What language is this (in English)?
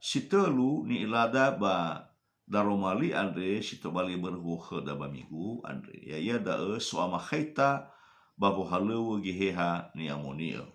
Nias